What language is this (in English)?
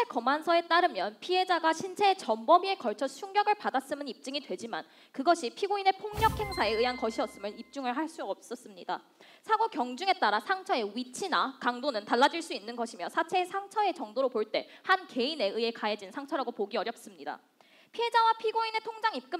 Korean